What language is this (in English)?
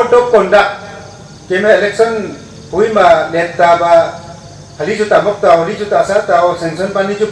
Wancho Naga